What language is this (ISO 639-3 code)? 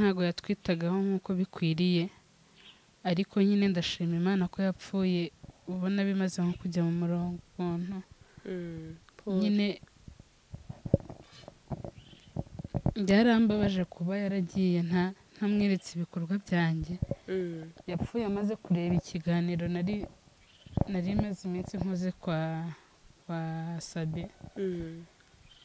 kin